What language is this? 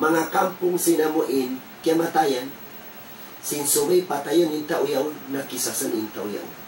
Tausug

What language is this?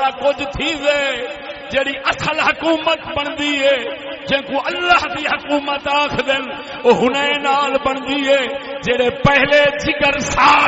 Saraiki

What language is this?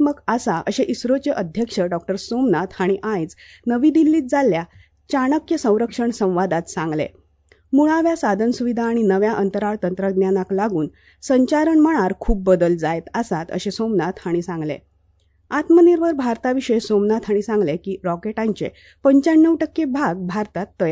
Konkani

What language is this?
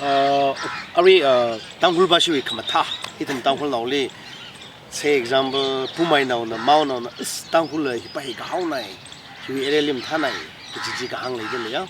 Tangkhul Naga (India)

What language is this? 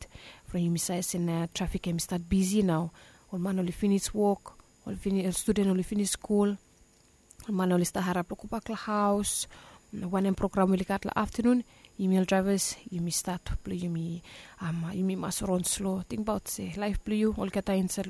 Bislama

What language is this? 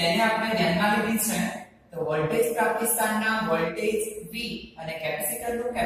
Gujarati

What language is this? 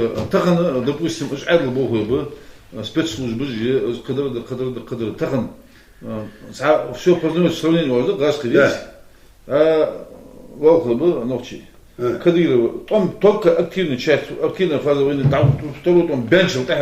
Ingush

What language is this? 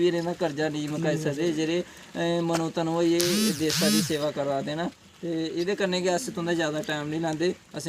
Dogri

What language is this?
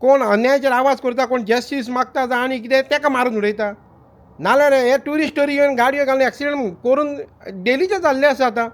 Konkani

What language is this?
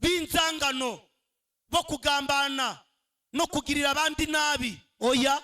Kinyarwanda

